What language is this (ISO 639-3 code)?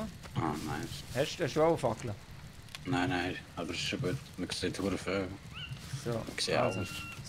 gsw